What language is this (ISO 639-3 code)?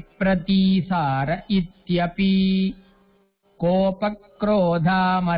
san